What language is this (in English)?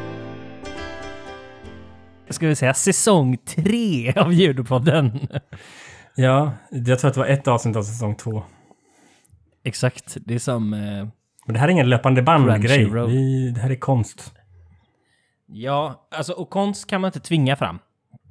Swedish